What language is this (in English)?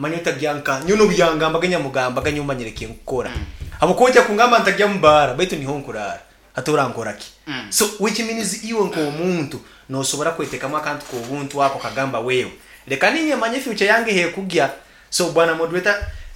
Nyankole